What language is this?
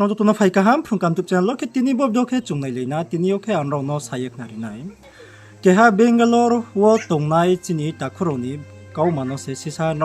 Riang (India)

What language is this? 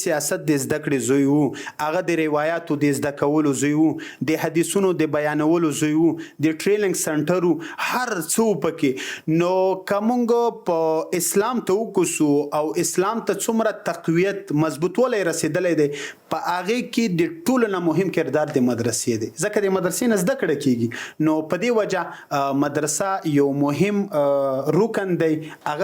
Pashto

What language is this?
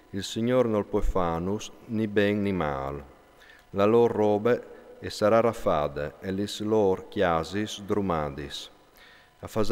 Friulian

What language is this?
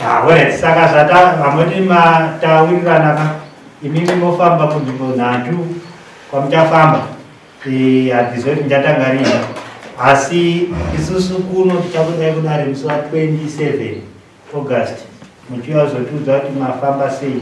Shona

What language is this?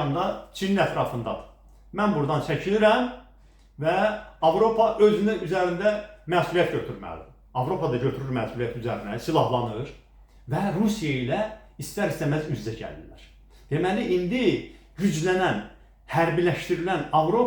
Azerbaijani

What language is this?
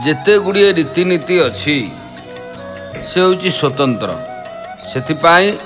Odia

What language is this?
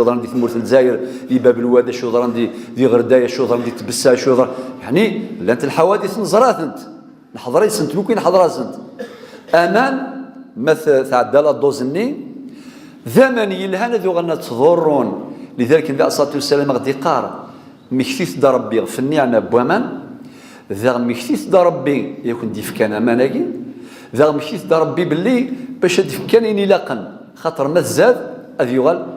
Kabyle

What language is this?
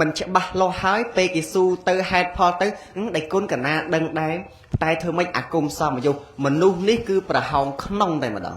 Khmer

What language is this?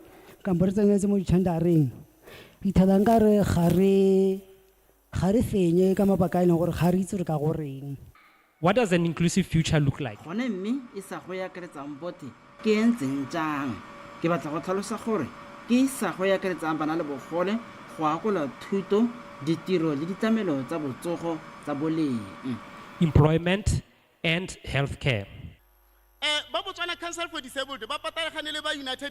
Tswana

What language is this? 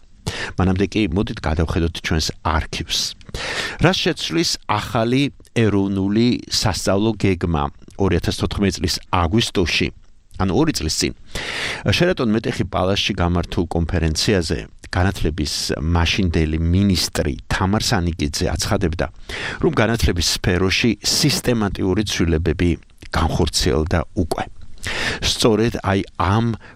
Georgian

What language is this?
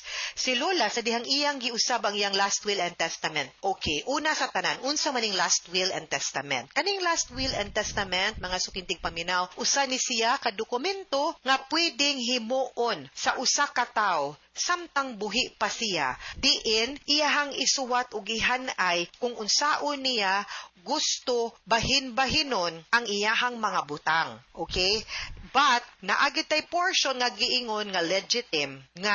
Cebuano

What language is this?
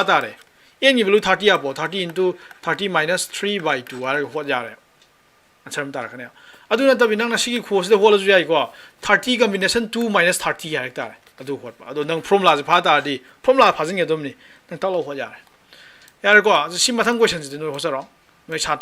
Manipuri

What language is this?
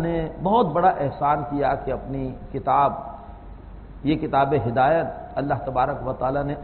Urdu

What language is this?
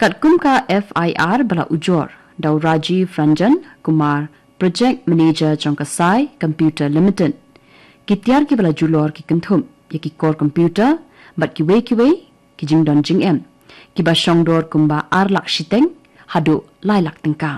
Khasi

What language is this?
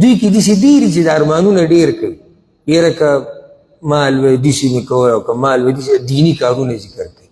Pashto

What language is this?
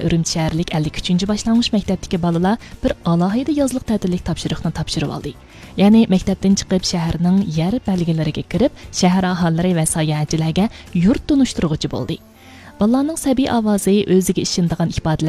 Uyghur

